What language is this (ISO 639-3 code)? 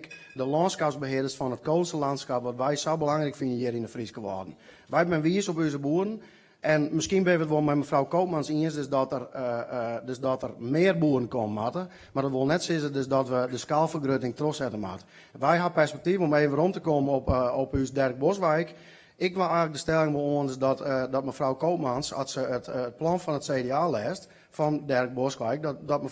fry